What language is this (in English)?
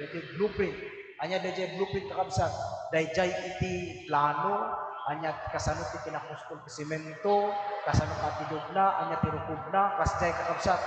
Iloko